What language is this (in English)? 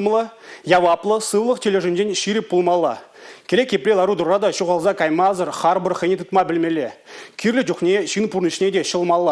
Chuvash